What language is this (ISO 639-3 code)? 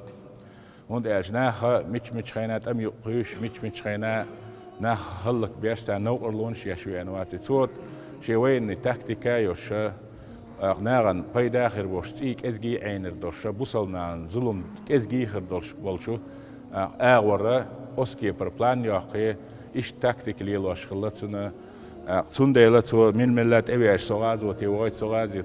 che